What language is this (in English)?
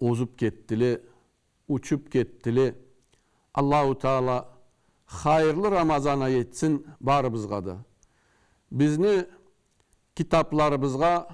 Karachay-Balkar